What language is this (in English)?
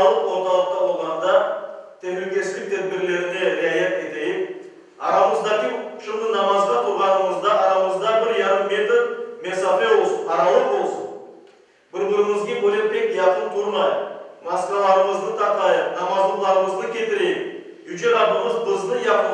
Crimean Tatar